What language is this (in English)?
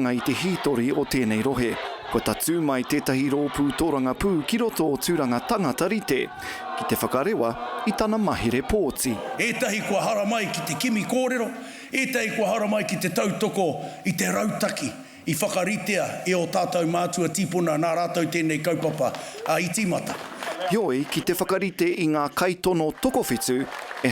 Māori